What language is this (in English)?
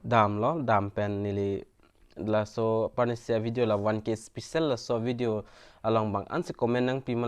Karbi